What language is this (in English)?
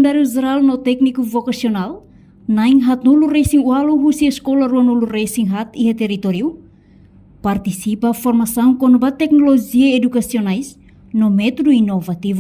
Tetum